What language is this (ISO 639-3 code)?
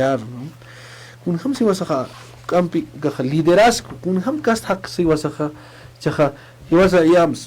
aym